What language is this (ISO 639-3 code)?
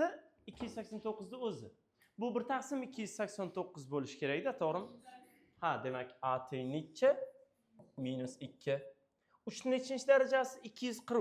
uzb